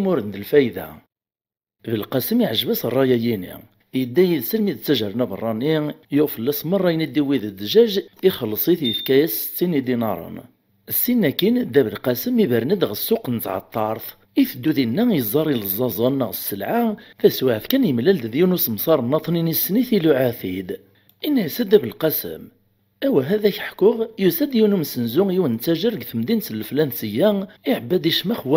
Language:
Kabyle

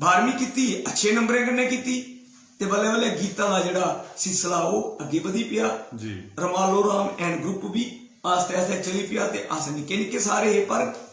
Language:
Dogri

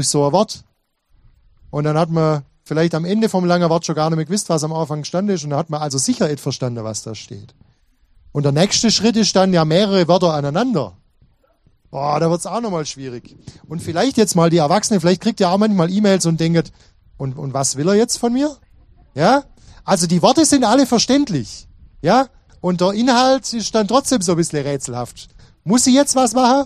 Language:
German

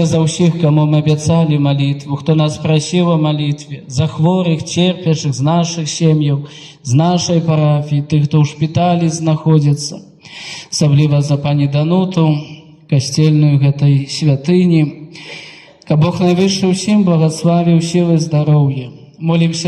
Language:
Belarusian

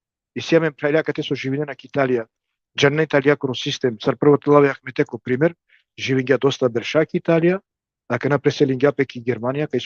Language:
Balkan Romani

